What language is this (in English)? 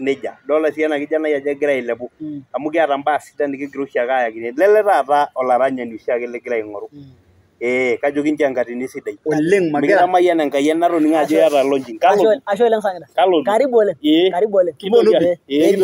Masai